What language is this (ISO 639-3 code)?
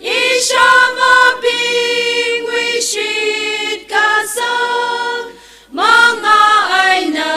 nmf